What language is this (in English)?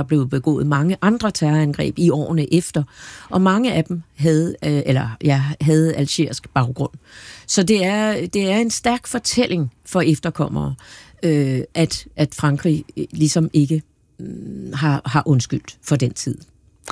Danish